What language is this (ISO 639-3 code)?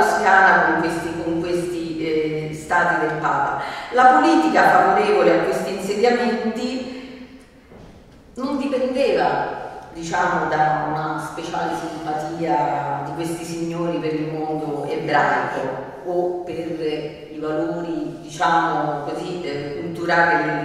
ita